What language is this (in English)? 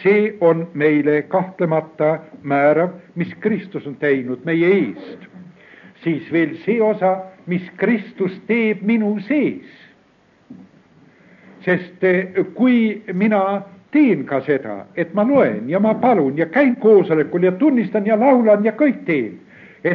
Estonian